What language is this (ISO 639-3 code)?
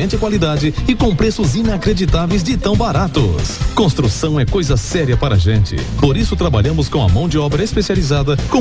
por